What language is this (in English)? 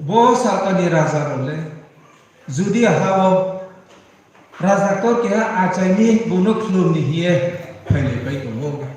Riang (India)